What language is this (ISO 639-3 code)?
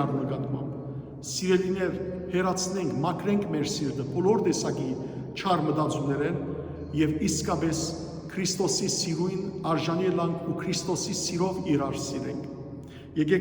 hyw